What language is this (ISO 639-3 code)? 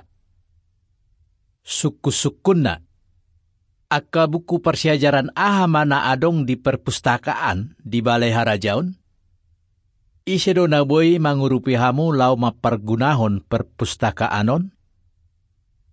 msa